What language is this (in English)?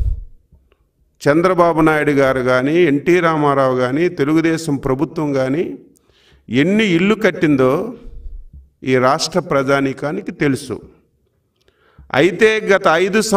Telugu